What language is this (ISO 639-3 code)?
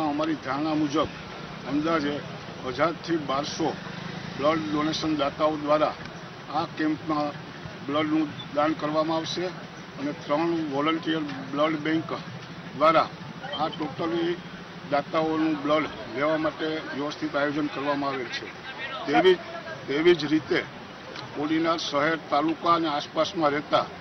guj